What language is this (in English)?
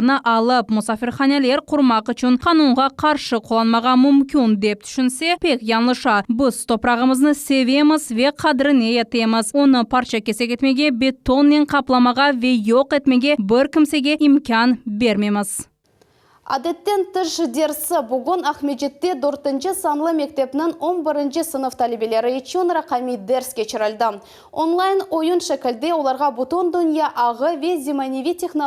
Crimean Tatar